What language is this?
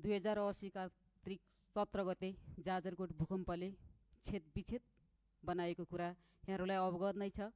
Nepali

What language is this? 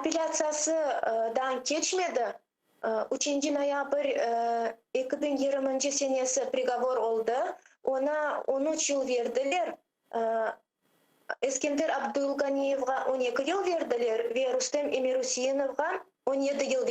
Crimean Tatar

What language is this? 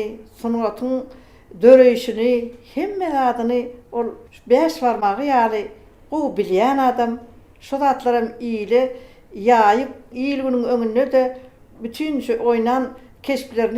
Turkmen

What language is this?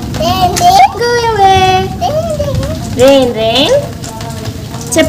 Telugu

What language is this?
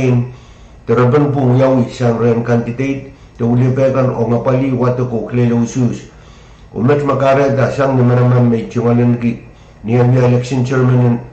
Pohnpeian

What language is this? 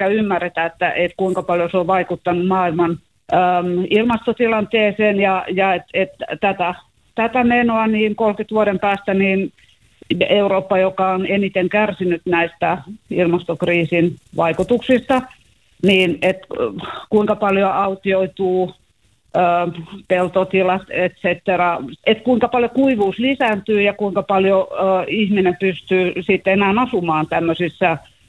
Finnish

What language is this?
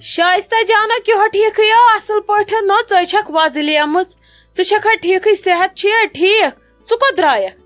Kashmiri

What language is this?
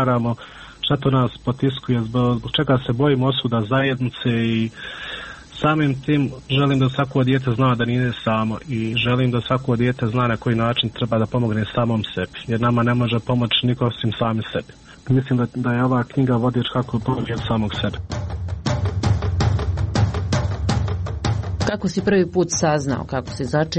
Bosnian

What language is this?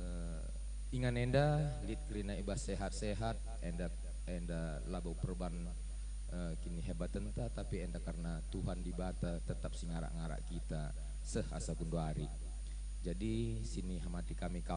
Batak Karo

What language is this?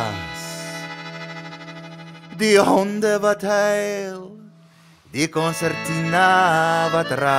Afrikaans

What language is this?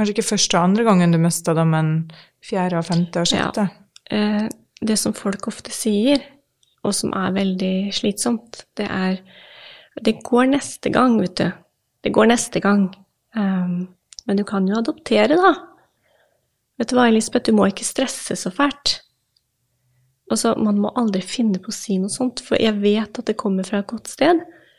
Norwegian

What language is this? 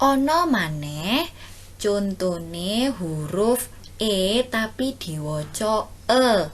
Javanese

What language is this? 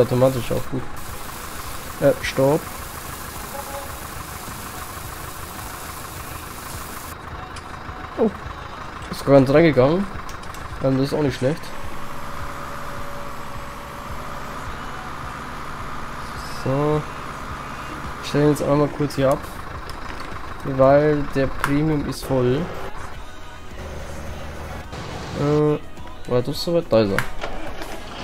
German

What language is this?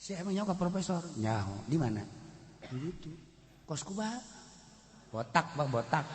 Sundanese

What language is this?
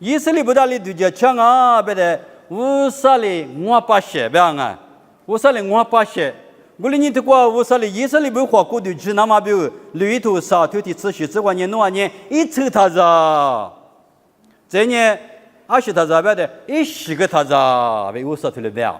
Lisu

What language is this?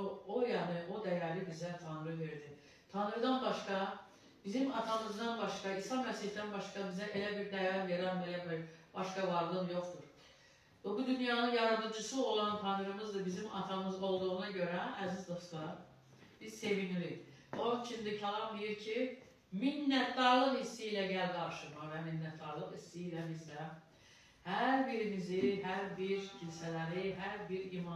Azerbaijani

